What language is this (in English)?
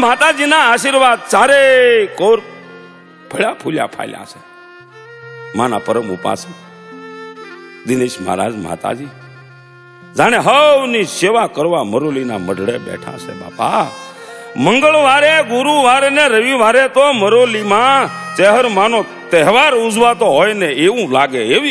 Gujarati